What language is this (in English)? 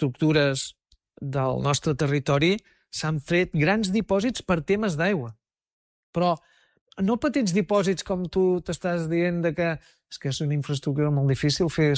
Catalan